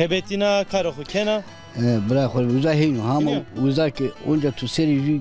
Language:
Zaza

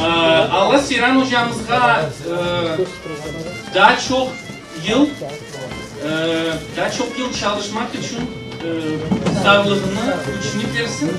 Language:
Crimean Tatar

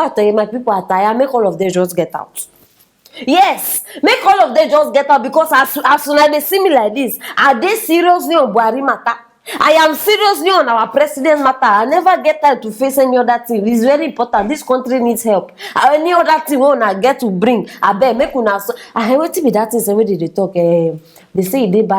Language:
Nigerian Pidgin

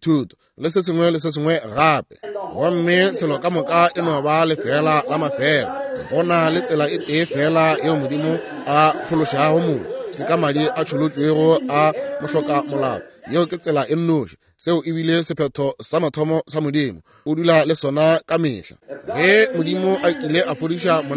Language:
Northern Sotho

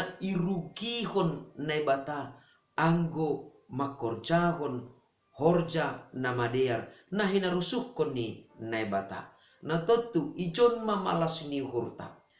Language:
Batak Simalungun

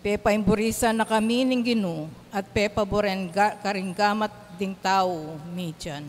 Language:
Pampanga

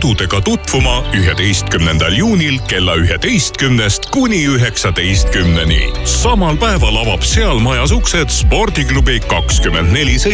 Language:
Estonian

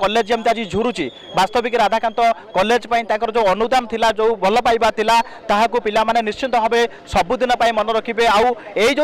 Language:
Odia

